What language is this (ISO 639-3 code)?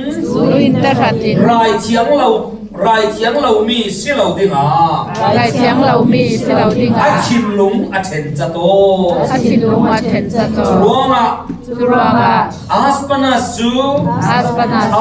cfm